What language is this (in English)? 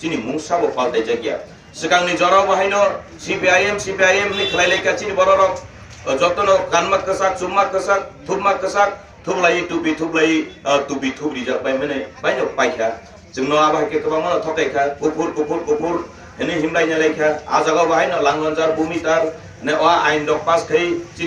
Kok Borok